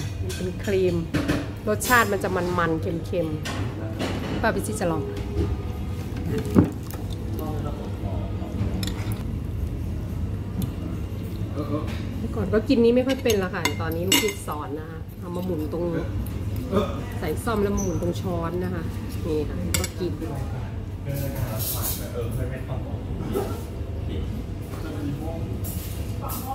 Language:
Thai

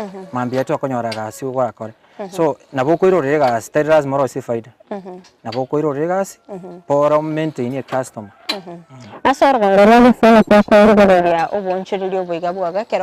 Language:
Gusii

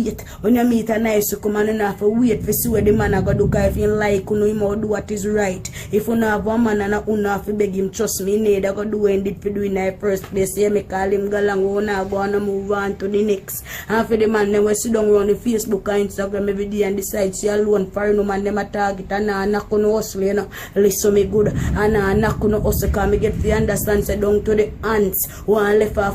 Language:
Jamaican Creole English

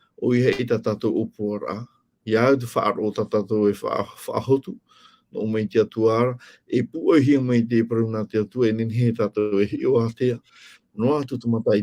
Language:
Tahitian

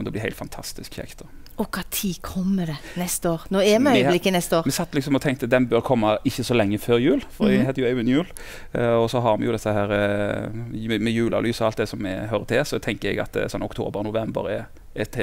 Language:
Norwegian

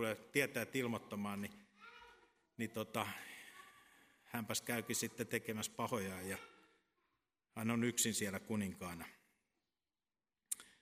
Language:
Finnish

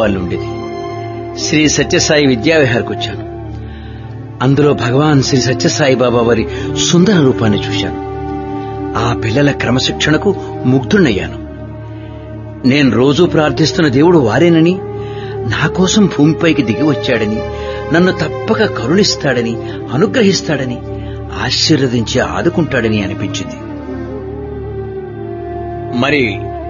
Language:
Telugu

